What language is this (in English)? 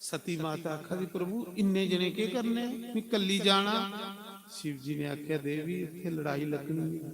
Dogri